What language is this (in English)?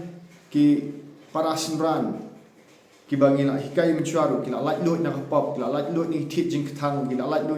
Khasi